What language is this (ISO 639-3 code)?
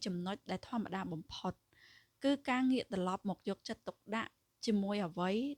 khm